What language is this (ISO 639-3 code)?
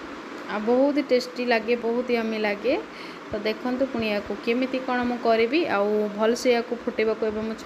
ori